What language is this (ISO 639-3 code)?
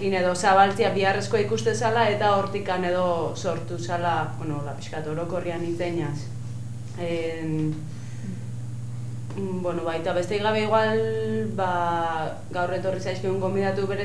eus